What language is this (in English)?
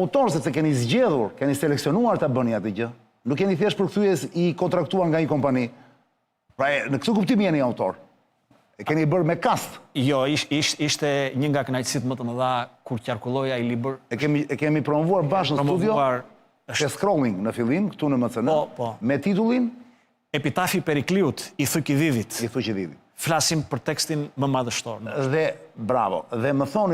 Albanian